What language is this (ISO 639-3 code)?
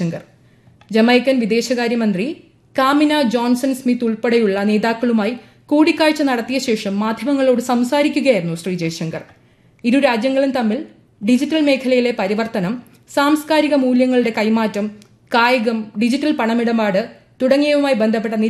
mal